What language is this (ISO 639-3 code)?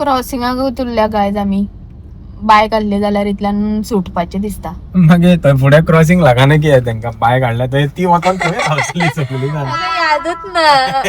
kok